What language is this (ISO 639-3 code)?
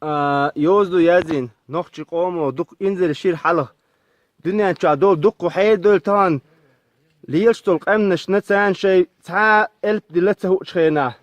che